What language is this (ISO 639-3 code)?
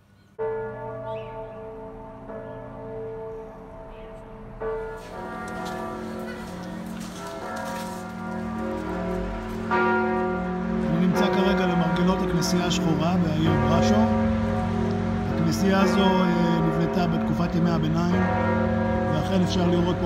heb